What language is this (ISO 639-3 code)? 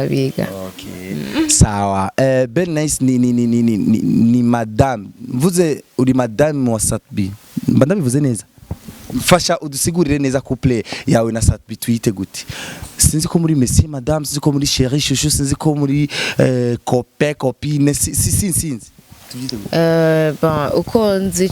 run